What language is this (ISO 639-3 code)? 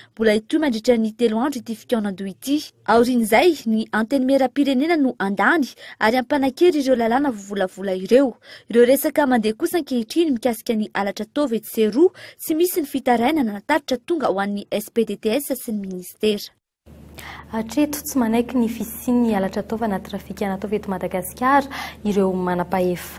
mlg